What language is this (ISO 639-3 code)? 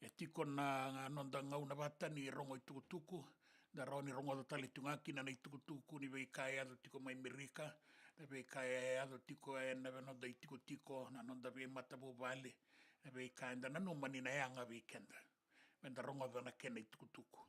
fij